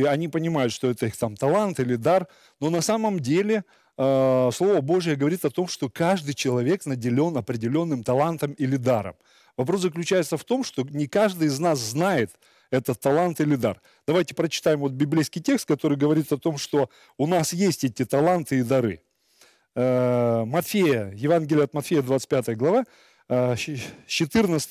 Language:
Russian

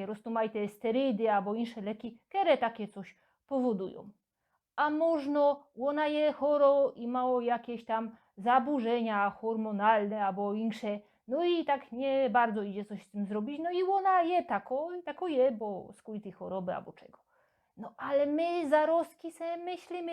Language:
Silesian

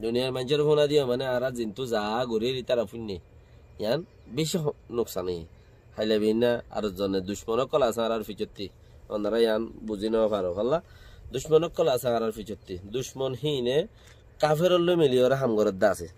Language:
Rohingya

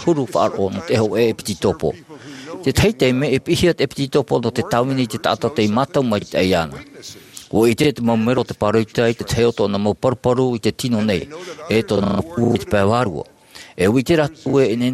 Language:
Tahitian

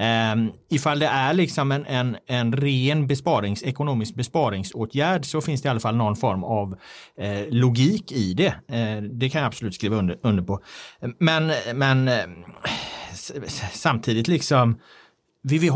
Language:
Swedish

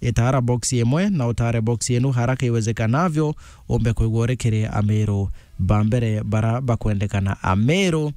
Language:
Meru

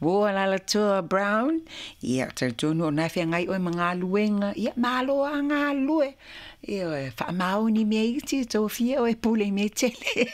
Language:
Samoan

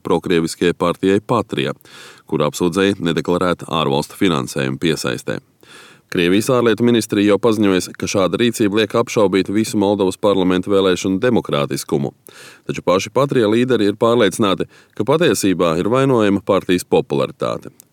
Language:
Latvian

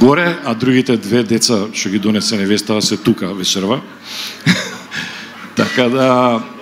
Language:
Macedonian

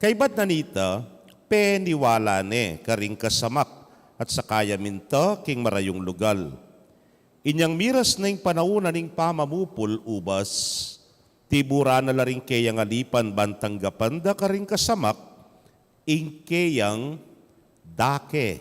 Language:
Pampanga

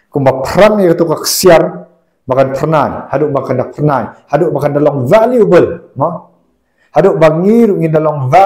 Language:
Khasi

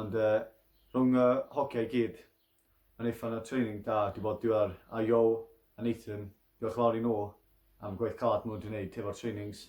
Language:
Welsh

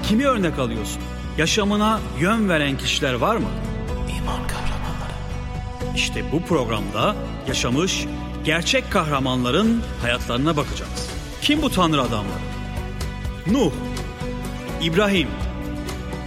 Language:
Turkish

